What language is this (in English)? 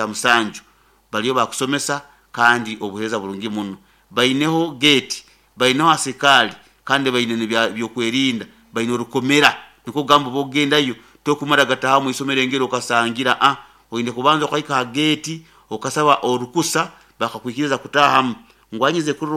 Nyoro